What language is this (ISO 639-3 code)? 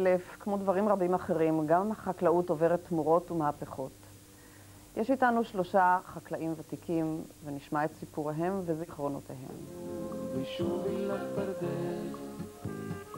heb